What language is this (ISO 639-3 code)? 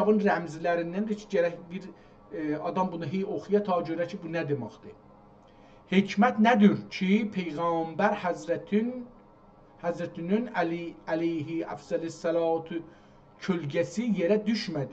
azb